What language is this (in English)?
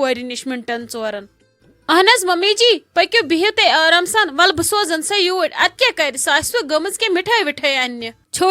Kashmiri